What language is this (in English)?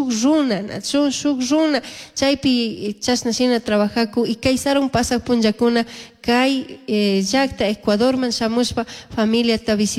Chimborazo Highland Quichua